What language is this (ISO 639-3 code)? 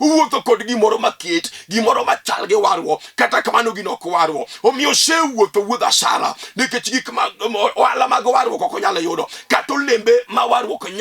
luo